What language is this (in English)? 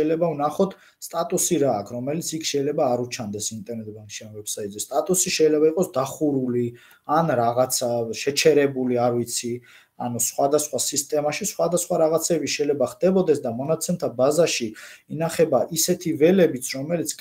Georgian